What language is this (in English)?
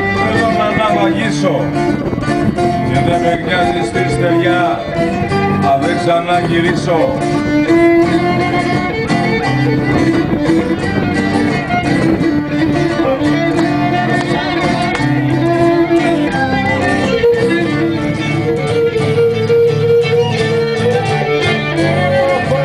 Greek